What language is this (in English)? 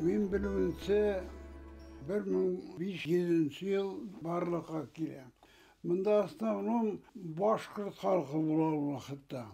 Bashkir